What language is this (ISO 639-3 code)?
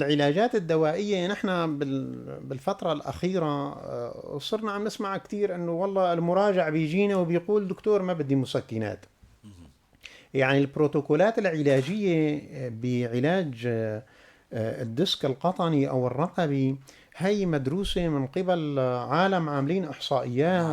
apc